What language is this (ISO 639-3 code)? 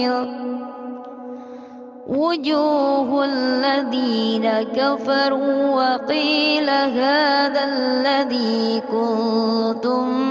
ara